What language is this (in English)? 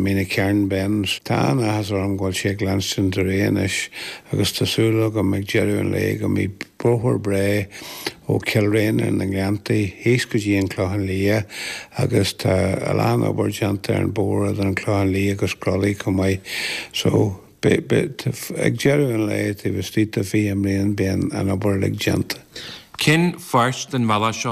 Irish